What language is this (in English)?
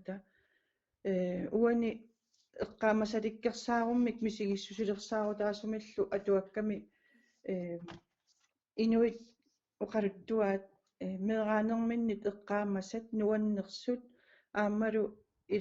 Kalaallisut